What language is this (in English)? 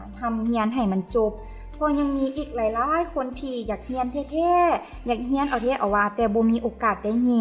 Lao